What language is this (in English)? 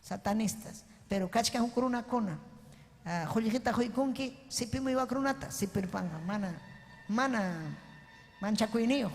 Ayacucho Quechua